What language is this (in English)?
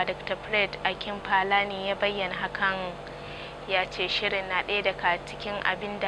Hausa